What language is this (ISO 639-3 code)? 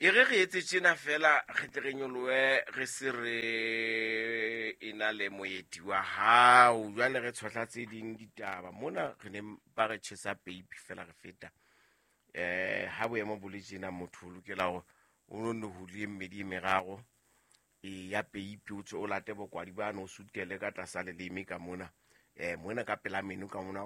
sot